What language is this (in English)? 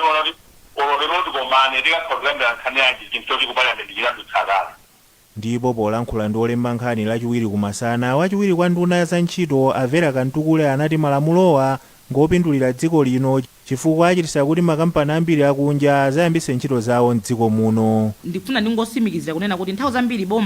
Nyanja